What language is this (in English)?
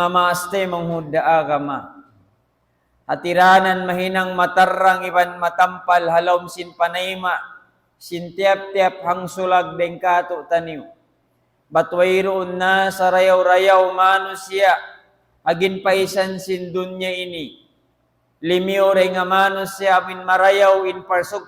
Tausug